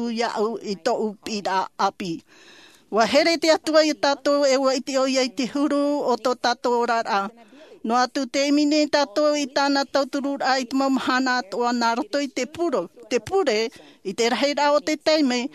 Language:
Tahitian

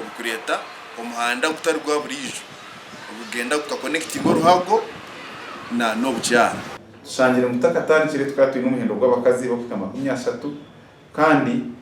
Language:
Nyankole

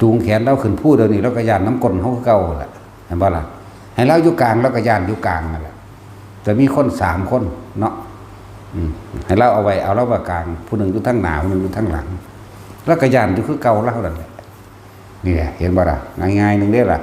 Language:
Northeastern Thai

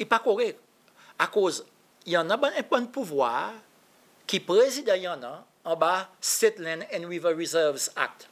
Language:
Seselwa Creole French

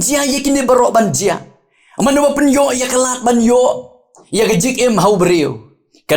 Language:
Khasi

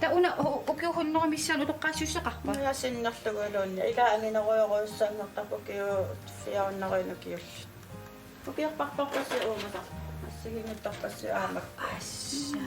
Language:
Kalaallisut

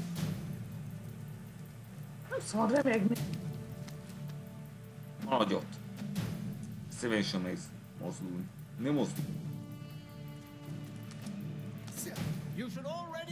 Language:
Hungarian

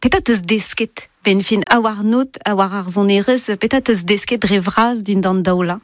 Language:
Breton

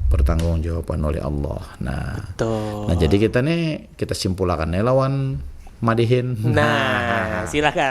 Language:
Banjar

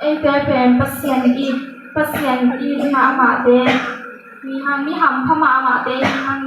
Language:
Tedim Chin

